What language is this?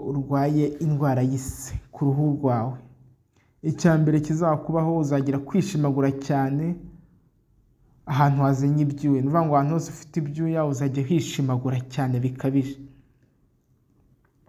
Kinyarwanda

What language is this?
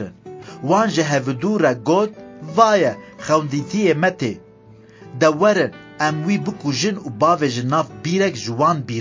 Kurdish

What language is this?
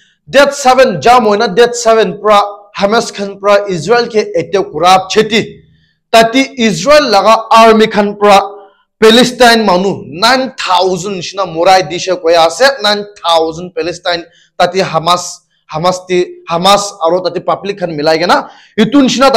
Naga Pidgin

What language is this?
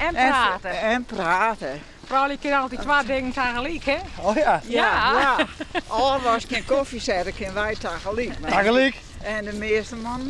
Western Frisian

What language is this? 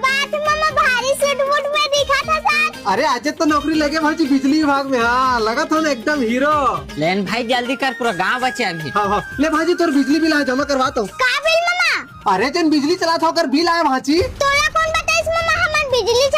Chhattisgarhi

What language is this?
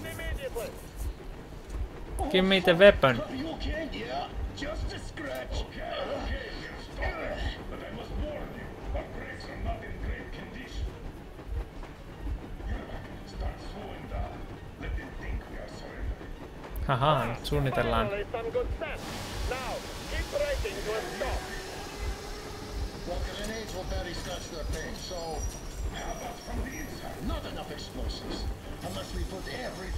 Finnish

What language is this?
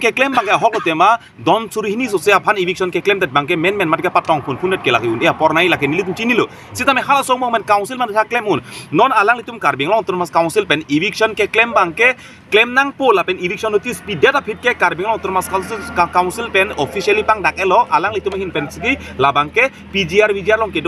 Karbi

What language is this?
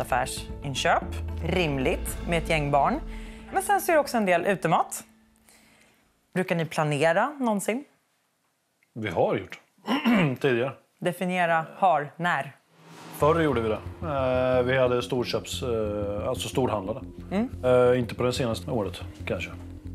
Swedish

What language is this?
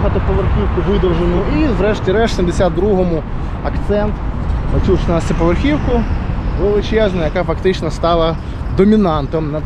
Ukrainian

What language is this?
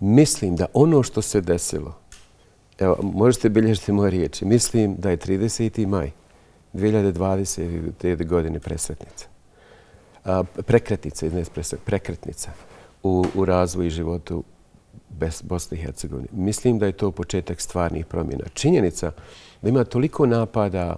Bosnian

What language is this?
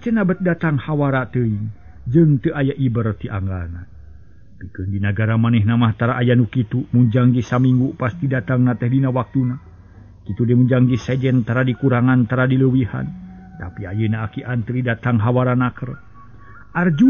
Sundanese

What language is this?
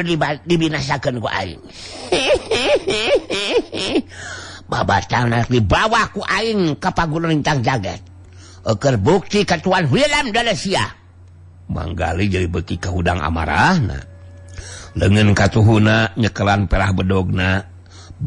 Sundanese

